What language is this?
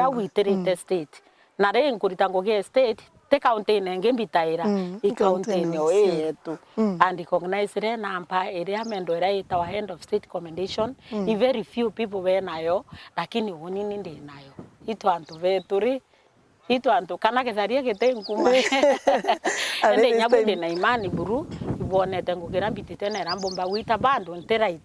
Meru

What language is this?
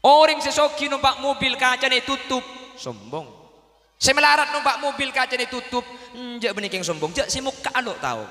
Madurese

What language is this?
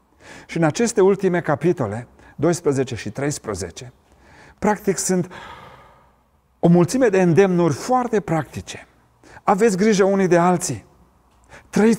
Romanian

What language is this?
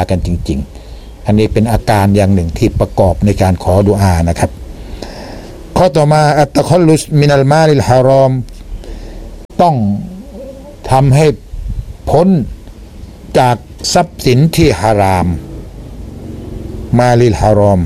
Thai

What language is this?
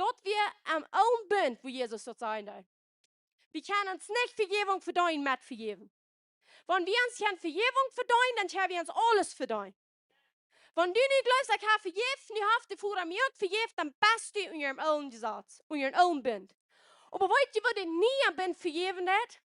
Plautdietsch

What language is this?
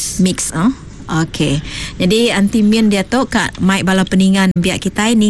Iban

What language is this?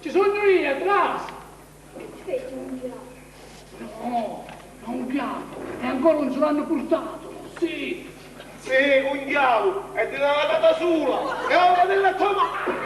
Sicilian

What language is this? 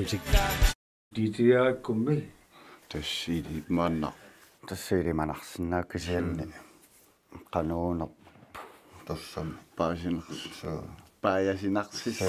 Kalaallisut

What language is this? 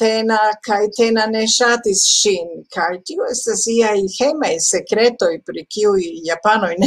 Esperanto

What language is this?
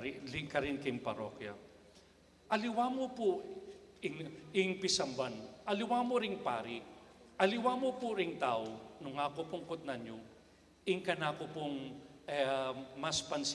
Pampanga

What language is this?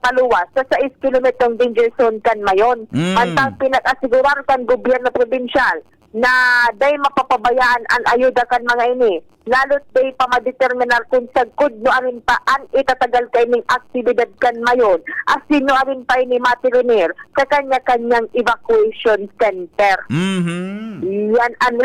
Bikol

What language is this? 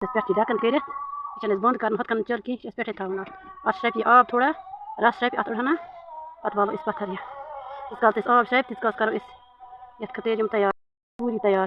Kashmiri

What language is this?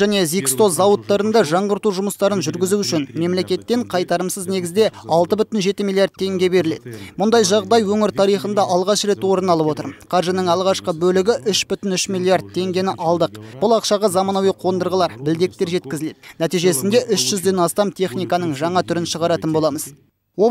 Kazakh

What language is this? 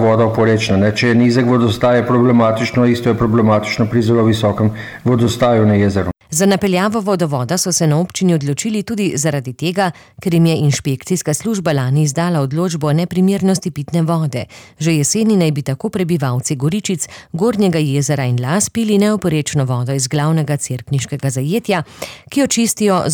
Slovenian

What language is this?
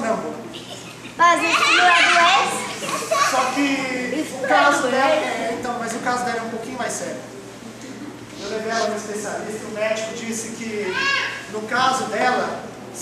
Portuguese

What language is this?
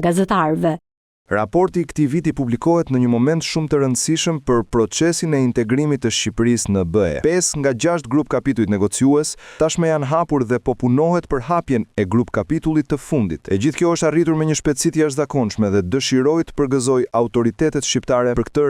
Albanian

